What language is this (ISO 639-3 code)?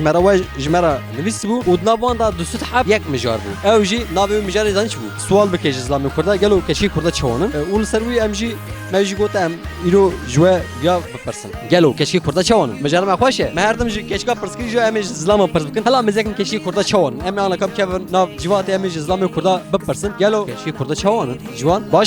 kur